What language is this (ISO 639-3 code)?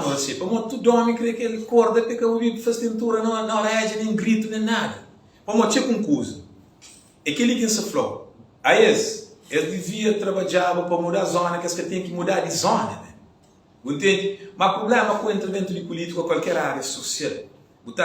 kea